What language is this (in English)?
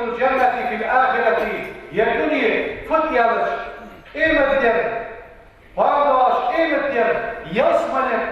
Ingush